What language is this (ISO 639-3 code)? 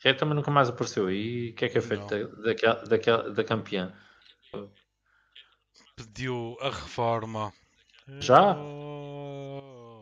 por